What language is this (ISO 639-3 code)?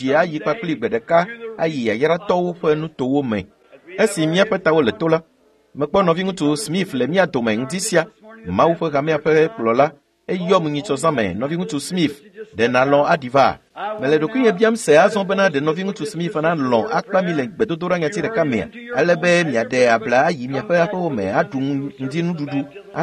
ewe